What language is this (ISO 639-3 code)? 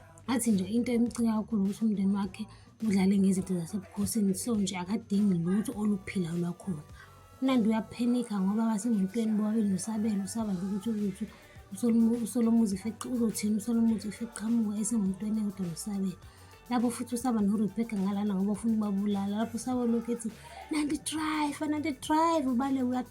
zul